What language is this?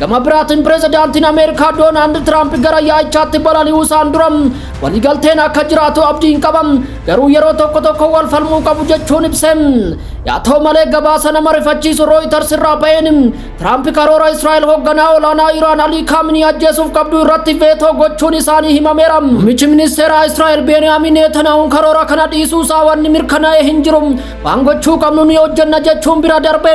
Oromo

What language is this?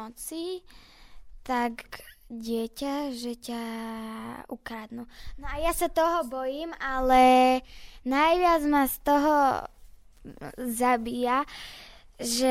Slovak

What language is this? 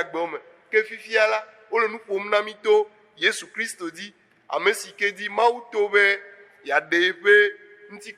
Ewe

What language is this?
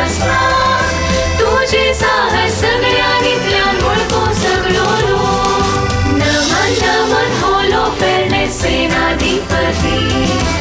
Konkani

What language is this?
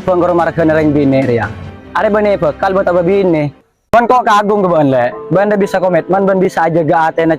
Madurese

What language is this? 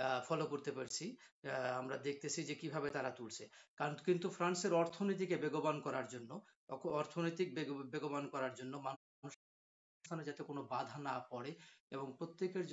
Bangla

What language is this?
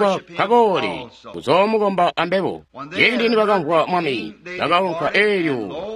Tonga (Zambia)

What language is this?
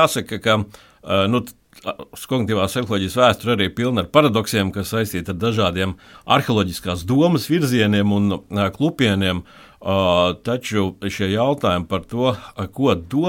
Latvian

